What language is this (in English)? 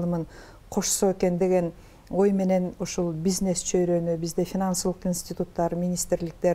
Kyrgyz